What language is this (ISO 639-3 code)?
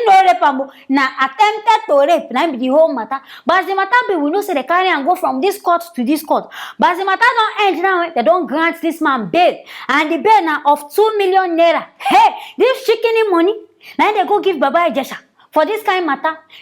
pcm